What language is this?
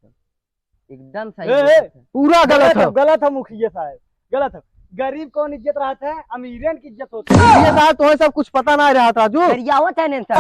Awadhi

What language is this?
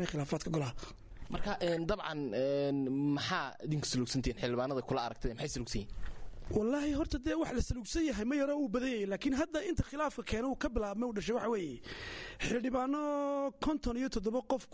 Somali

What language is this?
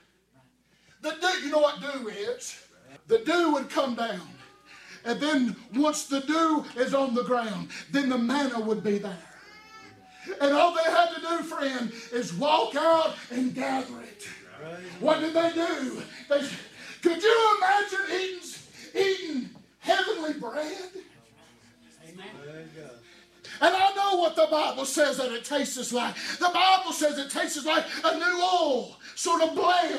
English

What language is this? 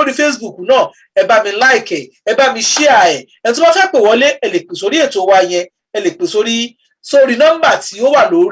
Yoruba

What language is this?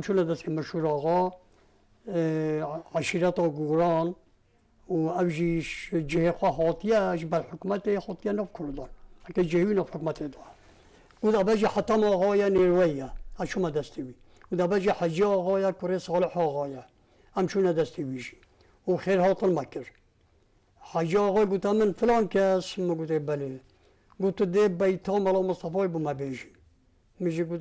Kurdish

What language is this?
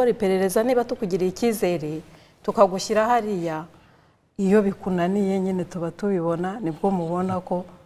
Kinyarwanda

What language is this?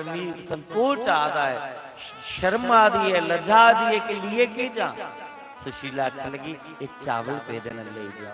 Dogri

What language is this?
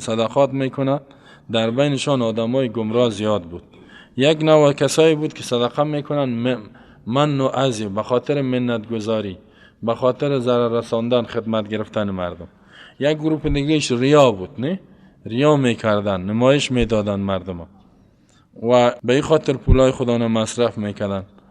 Persian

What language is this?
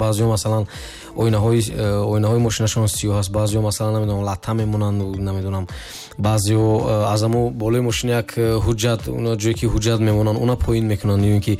Tajik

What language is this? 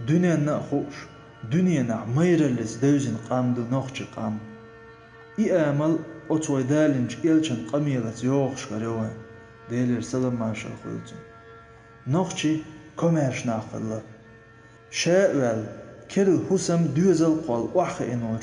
Chechen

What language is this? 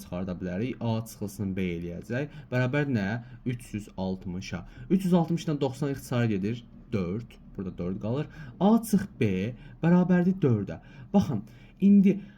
Azerbaijani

